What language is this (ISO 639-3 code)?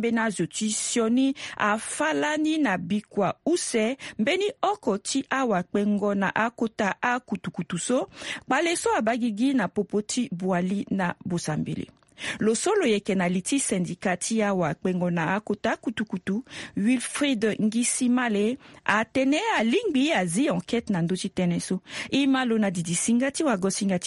sag